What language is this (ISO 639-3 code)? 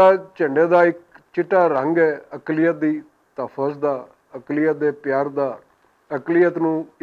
lah